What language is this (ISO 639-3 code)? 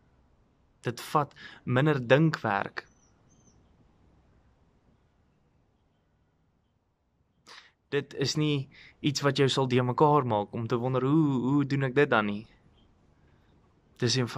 afr